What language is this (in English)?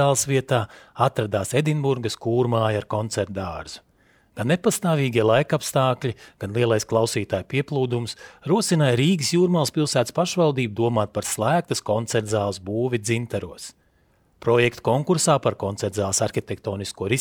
Latvian